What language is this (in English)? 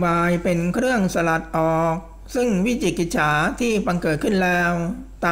Thai